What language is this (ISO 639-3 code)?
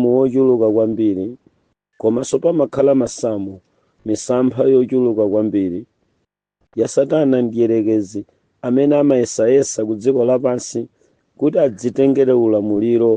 nya